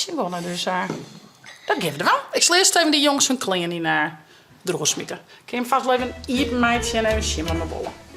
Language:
Western Frisian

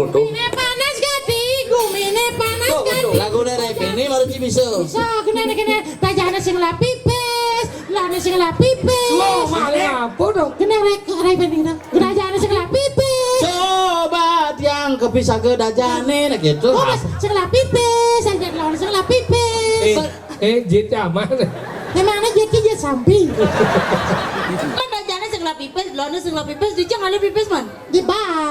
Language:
Balinese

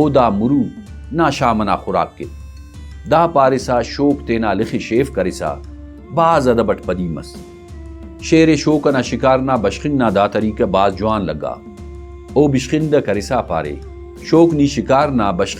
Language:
Brahui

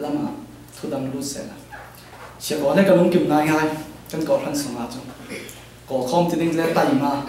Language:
Falam Chin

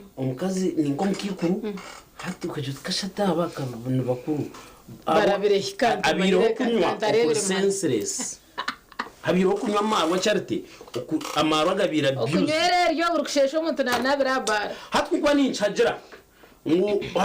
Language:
Nyankole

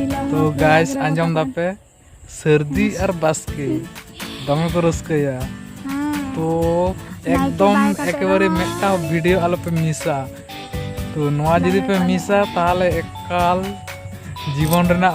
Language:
Santali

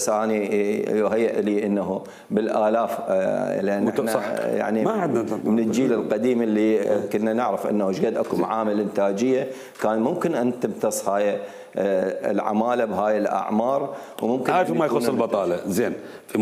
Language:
Mesopotamian Arabic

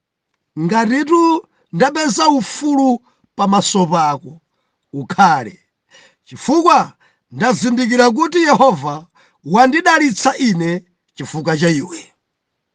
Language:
Nyanja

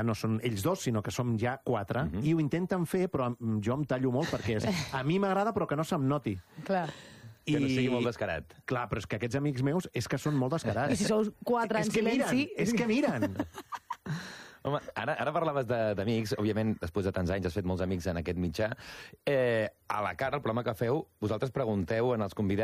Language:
Catalan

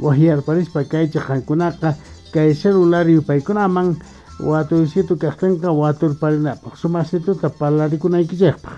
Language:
Quechua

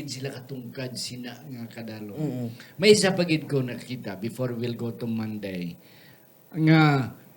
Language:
Hiligaynon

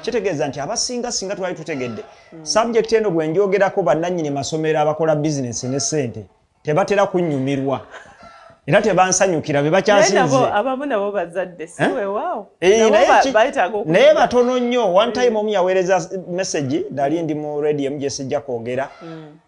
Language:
Ganda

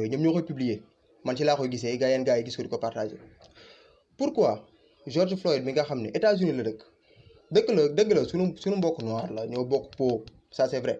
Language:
Wolof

